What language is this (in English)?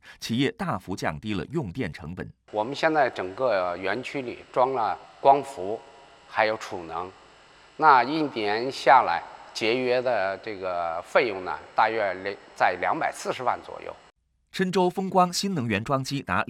Chinese